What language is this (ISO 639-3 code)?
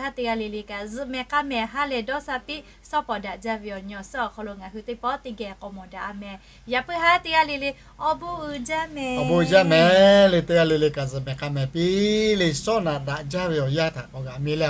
lhu